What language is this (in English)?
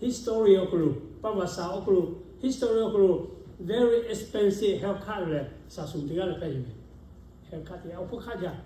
Lahu